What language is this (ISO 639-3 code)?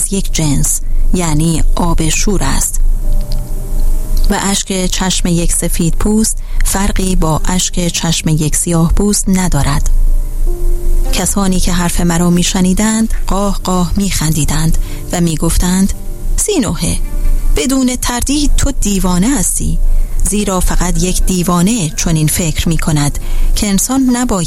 fas